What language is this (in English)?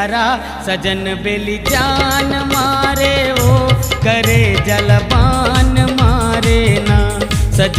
Chhattisgarhi